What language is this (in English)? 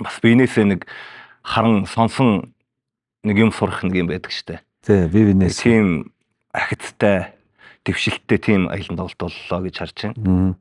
Mongolian